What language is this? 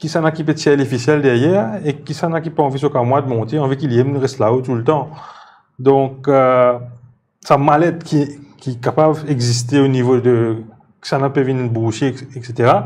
Morisyen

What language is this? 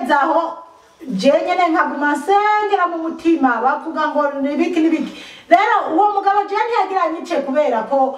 Rundi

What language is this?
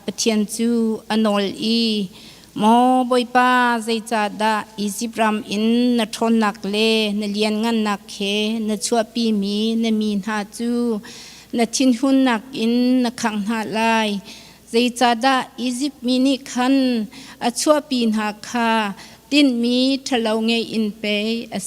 Hakha Chin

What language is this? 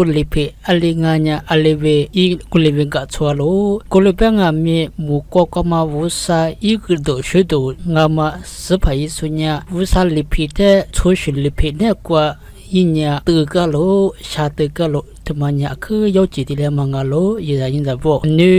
Lisu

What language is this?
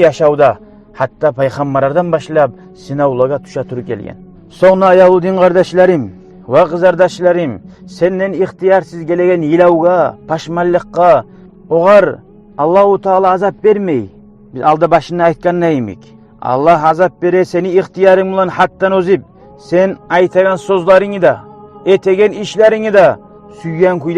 Kumyk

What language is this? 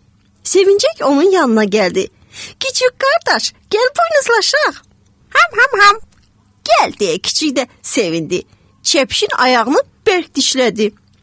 Azerbaijani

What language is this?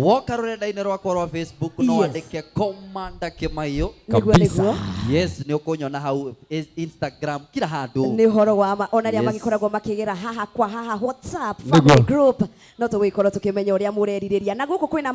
Kikuyu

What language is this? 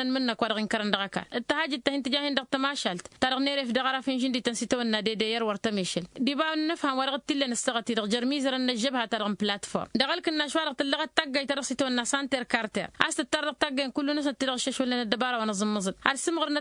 Tamasheq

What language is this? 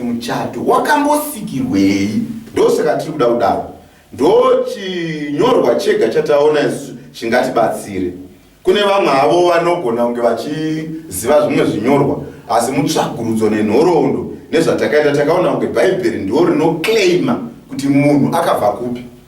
Shona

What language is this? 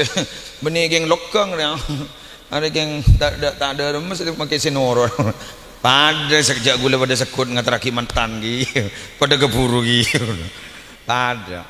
Madurese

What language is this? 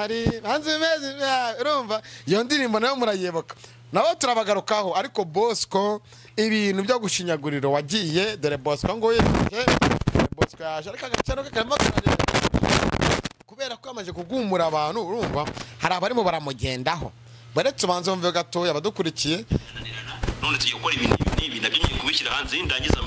Kinyarwanda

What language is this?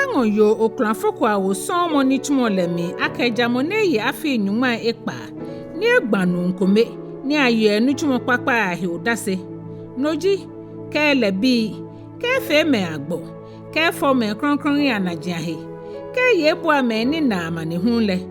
Ga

